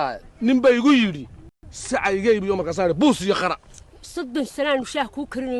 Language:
Somali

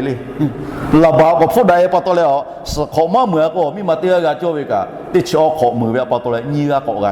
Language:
Lahu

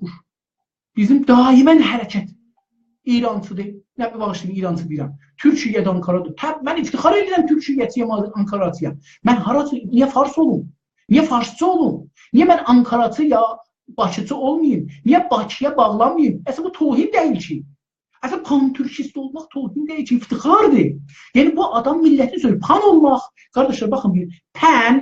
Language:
South Azerbaijani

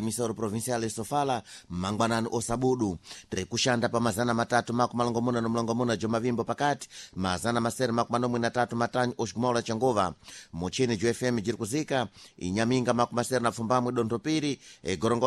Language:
Sena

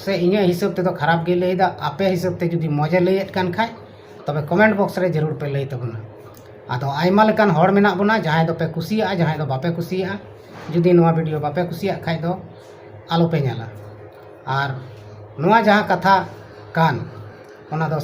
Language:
Santali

